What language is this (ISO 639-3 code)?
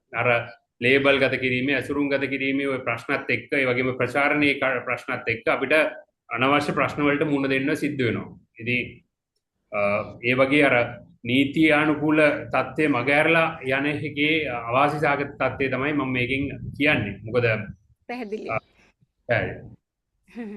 sin